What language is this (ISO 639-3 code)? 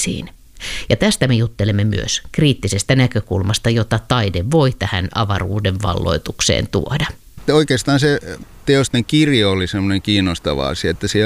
fin